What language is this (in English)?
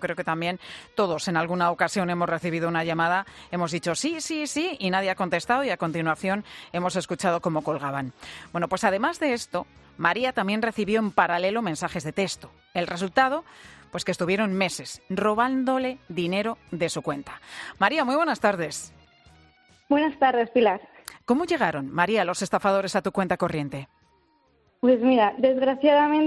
Spanish